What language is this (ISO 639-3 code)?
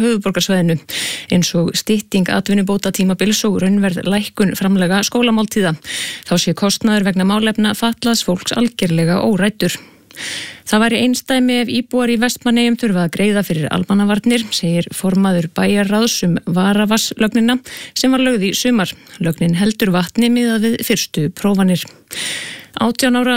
isl